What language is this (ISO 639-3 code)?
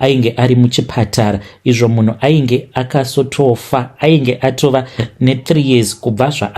sna